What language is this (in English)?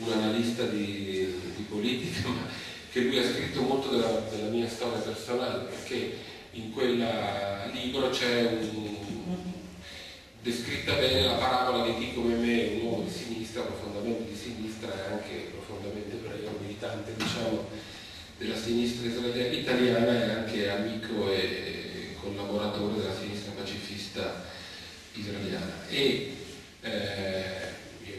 Italian